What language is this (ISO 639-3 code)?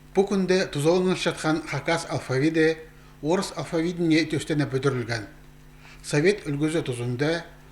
kjh